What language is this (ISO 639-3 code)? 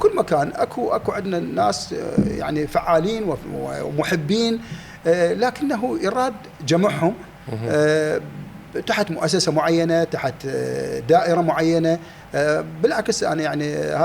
acm